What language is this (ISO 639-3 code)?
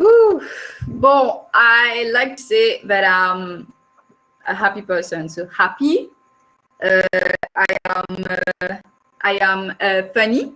mfe